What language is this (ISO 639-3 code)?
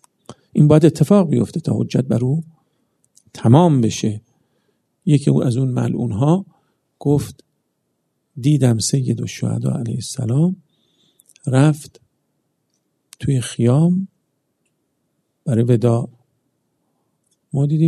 fas